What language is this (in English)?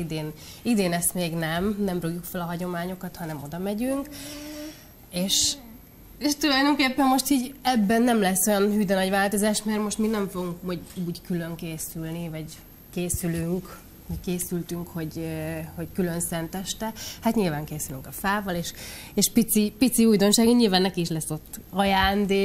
Hungarian